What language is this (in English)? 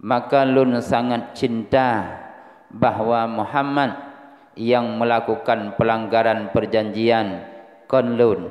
Achinese